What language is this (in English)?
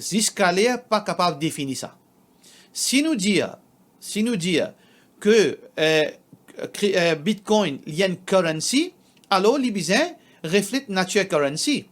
Morisyen